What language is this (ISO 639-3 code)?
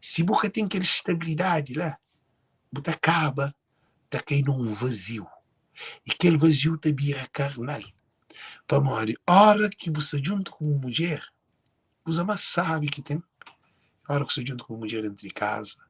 kea